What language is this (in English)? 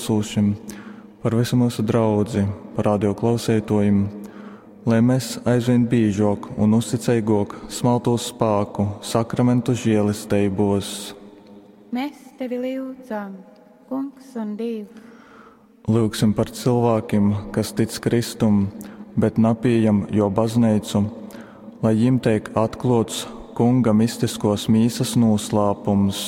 Latgalian